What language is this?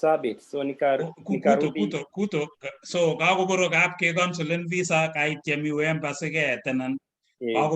Kalenjin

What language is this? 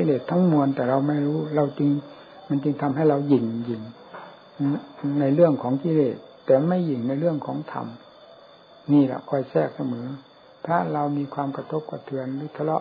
Thai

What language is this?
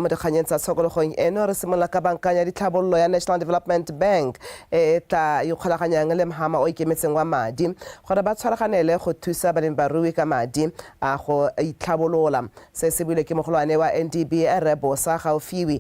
Tswana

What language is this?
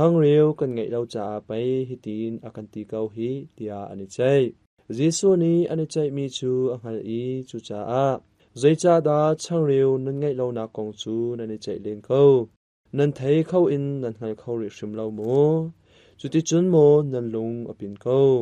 Hakha Chin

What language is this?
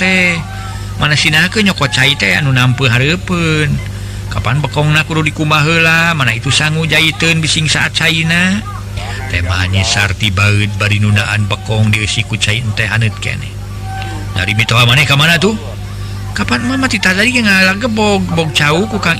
Sundanese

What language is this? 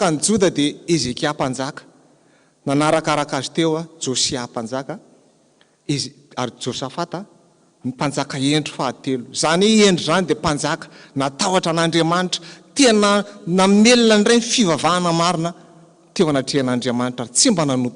Malagasy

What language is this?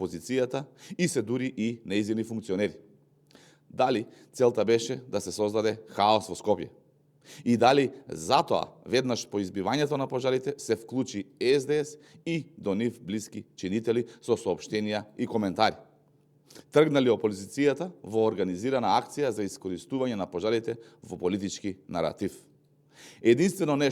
Macedonian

